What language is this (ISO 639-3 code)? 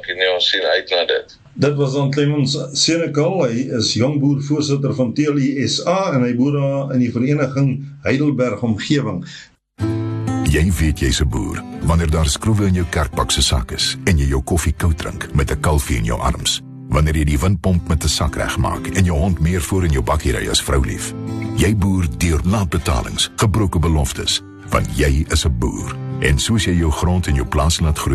afr